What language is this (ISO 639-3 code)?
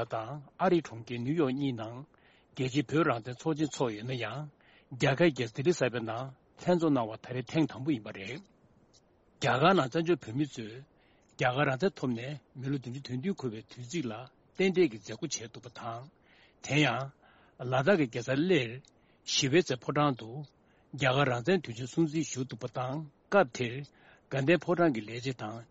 bod